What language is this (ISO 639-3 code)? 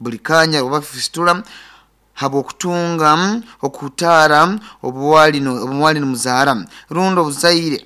nyo